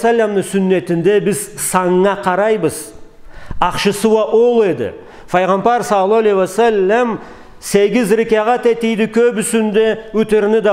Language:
Karachay-Balkar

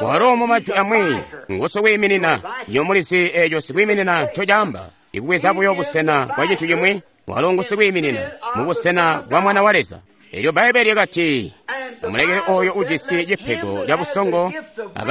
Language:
Tonga (Zambia)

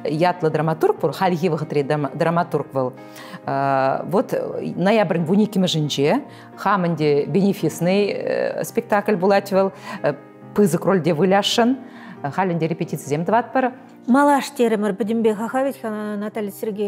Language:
Chuvash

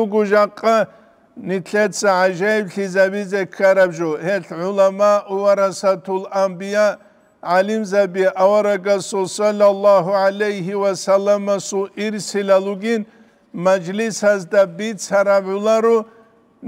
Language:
Avaric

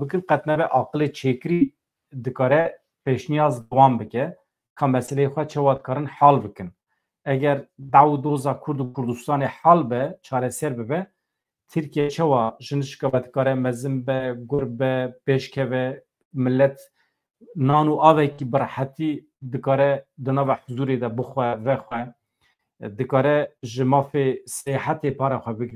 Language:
Kurdish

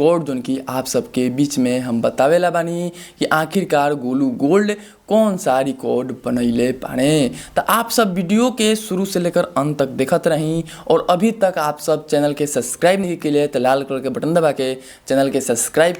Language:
Bhojpuri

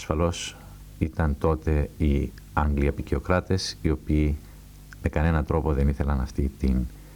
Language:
Greek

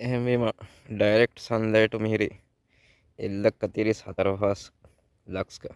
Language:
Divehi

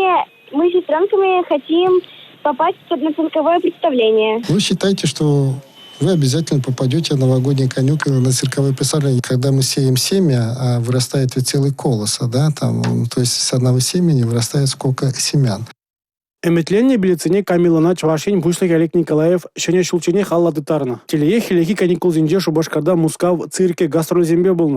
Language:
Chuvash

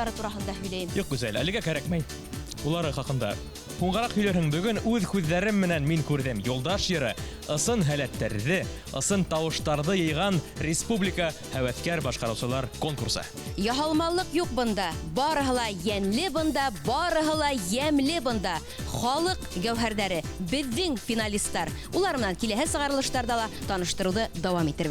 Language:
Bashkir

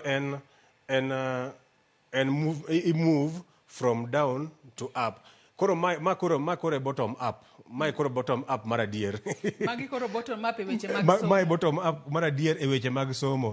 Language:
Luo (Kenya and Tanzania)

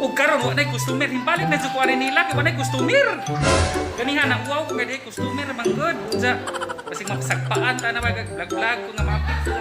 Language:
Cebuano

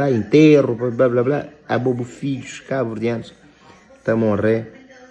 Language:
Kabuverdianu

